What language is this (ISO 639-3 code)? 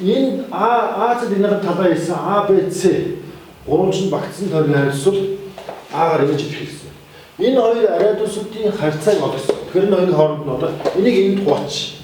mon